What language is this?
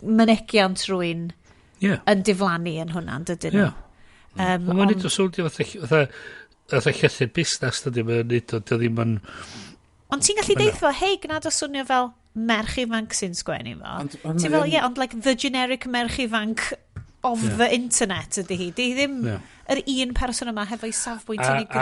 Welsh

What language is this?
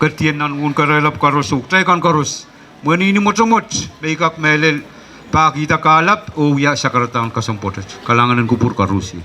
Pohnpeian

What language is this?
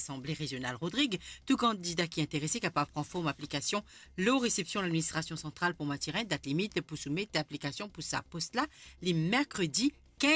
Morisyen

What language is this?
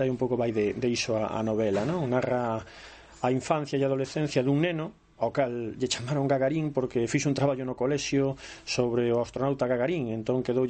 Galician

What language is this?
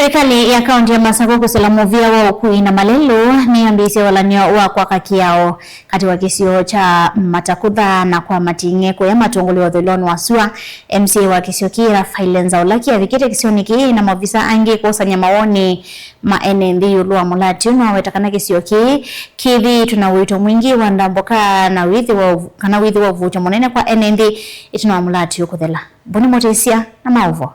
Kamba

